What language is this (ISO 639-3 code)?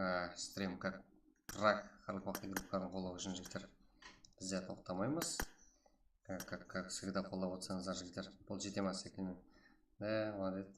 kaa